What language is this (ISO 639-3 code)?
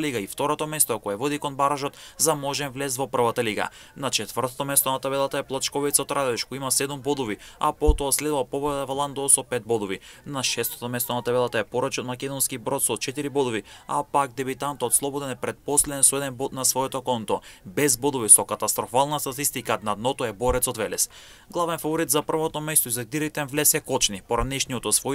mkd